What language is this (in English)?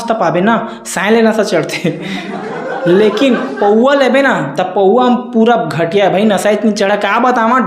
Chhattisgarhi